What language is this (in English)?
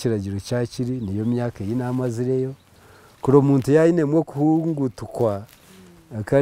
Nyankole